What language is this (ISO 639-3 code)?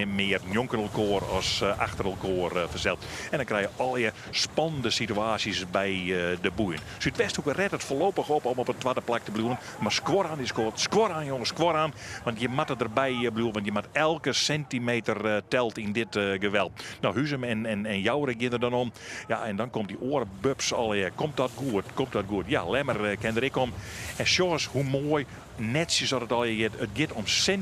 fry